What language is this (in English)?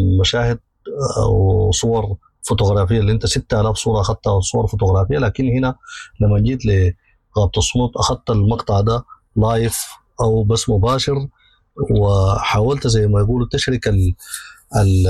Sudanese Arabic